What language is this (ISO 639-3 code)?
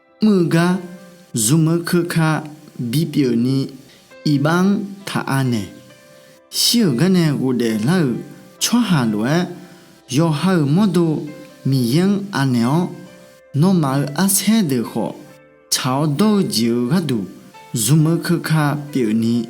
ahk